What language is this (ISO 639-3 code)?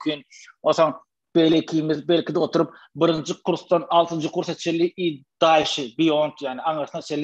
tuk